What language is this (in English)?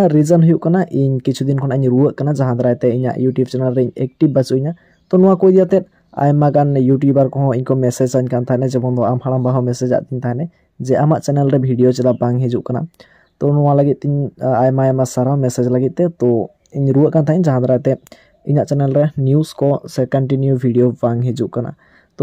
Santali